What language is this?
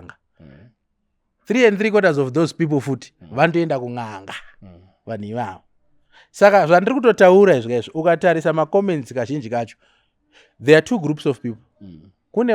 Shona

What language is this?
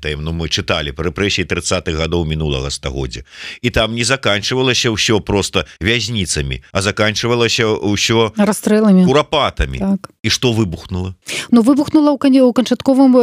Belarusian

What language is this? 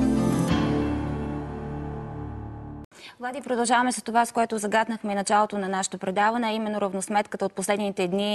Bulgarian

